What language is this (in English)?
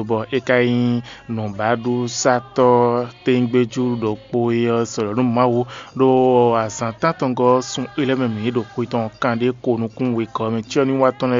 Fon